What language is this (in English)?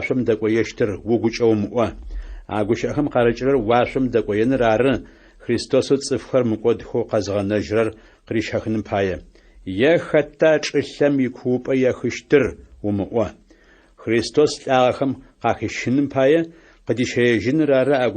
Adyghe